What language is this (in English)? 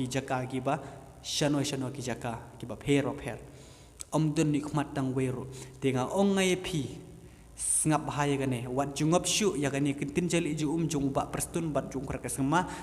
Khasi